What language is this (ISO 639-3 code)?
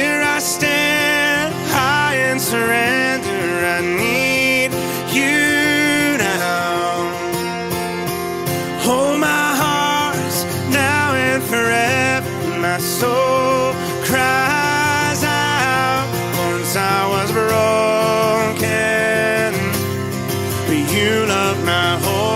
eng